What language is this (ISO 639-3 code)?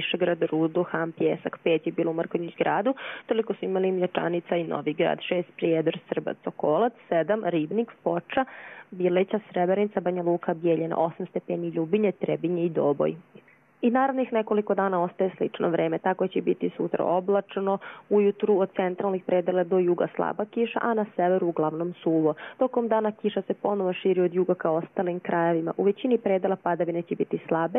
hrv